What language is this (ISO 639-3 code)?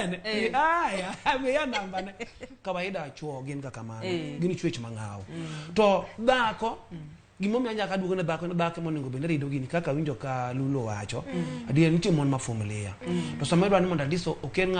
luo